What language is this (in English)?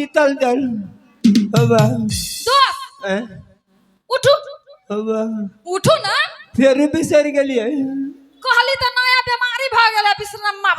Maithili